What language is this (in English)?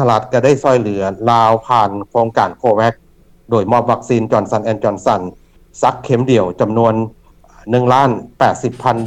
Lao